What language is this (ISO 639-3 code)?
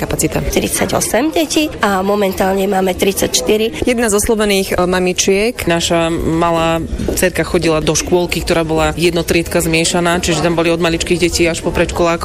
slk